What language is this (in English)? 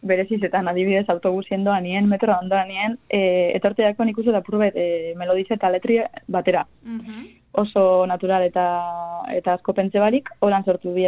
Basque